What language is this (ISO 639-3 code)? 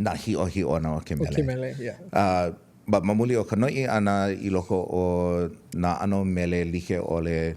haw